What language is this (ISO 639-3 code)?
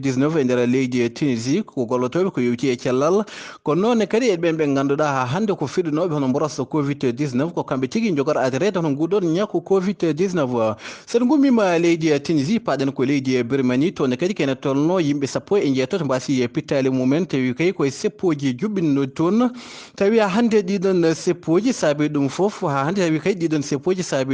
ful